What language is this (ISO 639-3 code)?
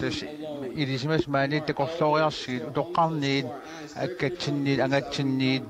kal